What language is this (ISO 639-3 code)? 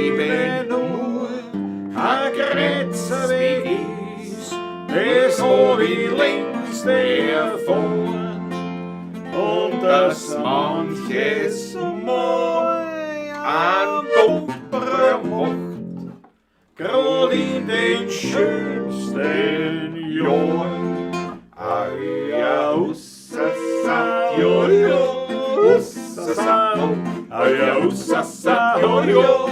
bar